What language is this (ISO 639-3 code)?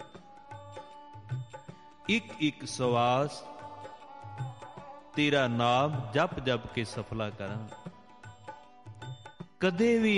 pan